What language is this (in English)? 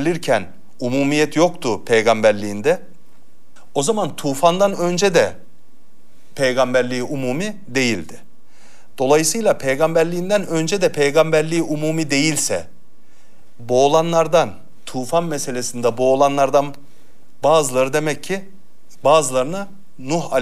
Turkish